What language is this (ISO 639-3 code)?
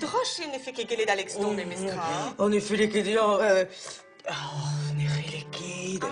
bre